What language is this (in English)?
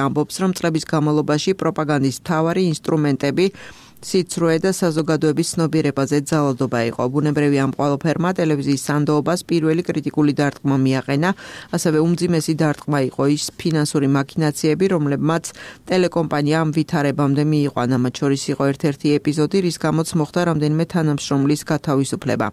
Georgian